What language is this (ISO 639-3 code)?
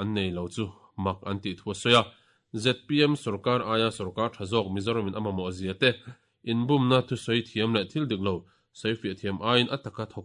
lus